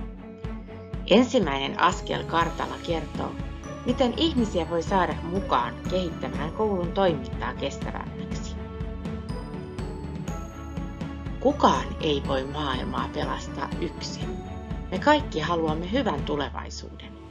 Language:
Finnish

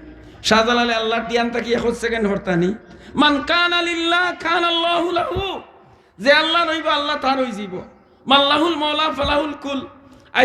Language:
Sylheti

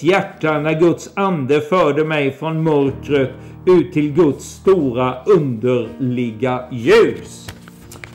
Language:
Swedish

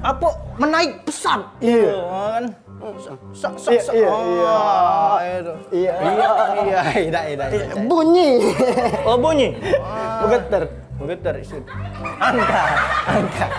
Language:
Musi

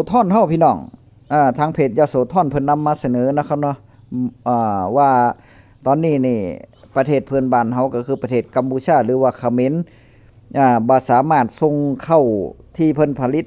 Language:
Northeastern Thai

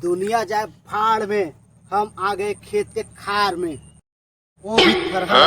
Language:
Chhattisgarhi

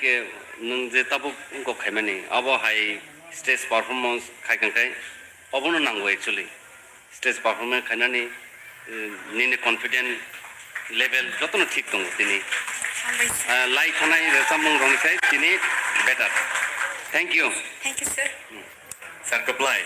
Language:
Kok Borok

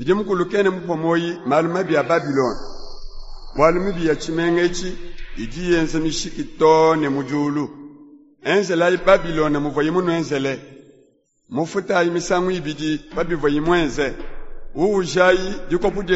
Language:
Luba-Lulua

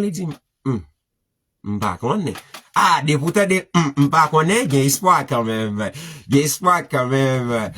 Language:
Haitian Creole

